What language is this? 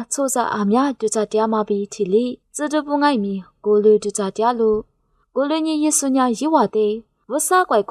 Lisu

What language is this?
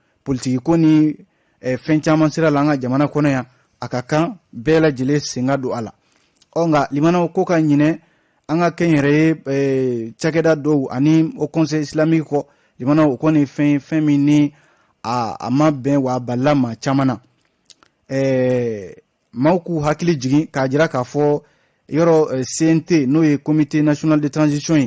Bambara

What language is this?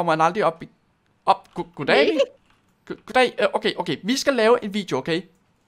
Danish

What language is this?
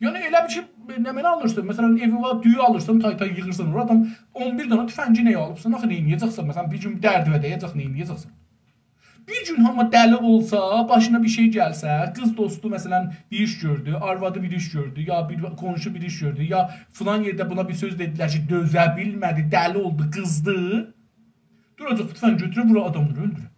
South Azerbaijani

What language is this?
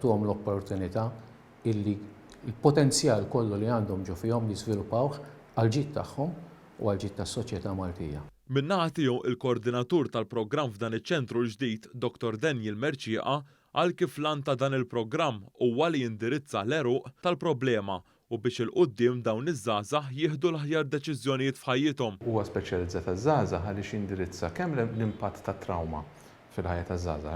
Maltese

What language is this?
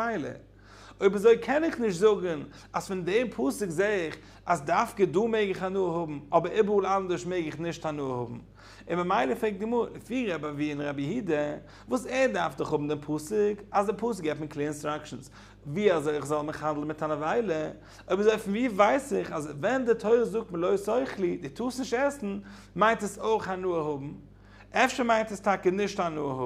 Yiddish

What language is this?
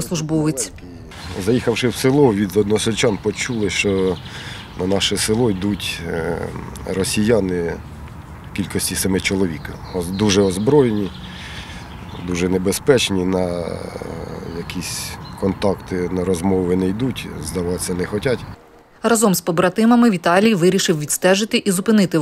Ukrainian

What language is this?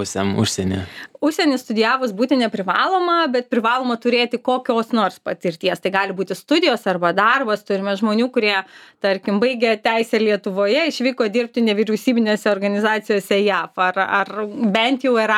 Lithuanian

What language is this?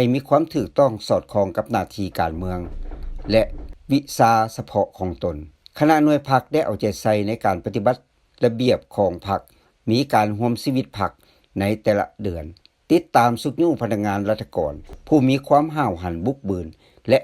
Lao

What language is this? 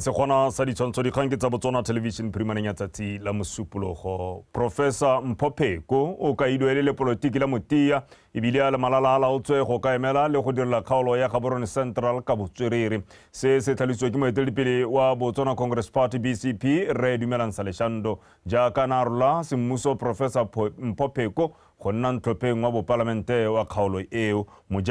Tswana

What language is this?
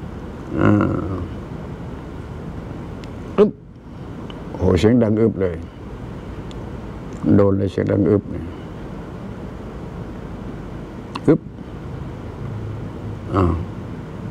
Thai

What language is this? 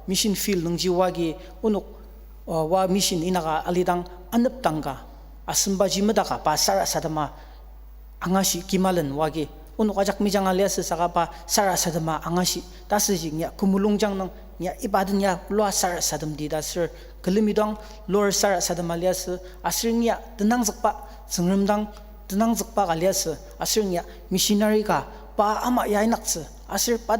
Ao Naga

